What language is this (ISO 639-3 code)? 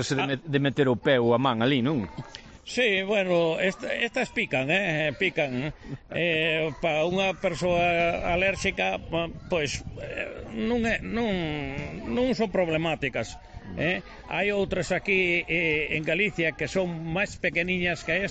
glg